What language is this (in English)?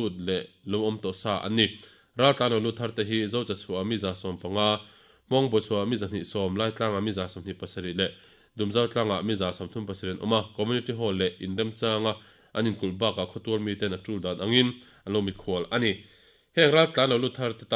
Mizo